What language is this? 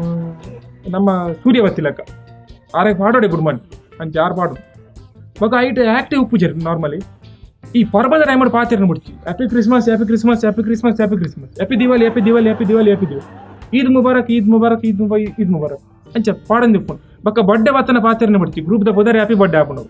Tulu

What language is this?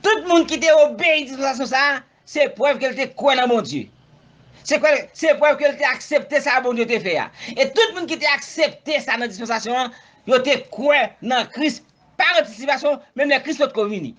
Haitian Creole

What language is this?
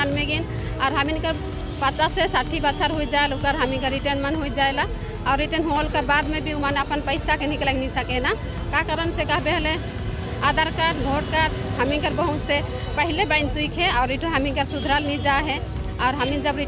Sadri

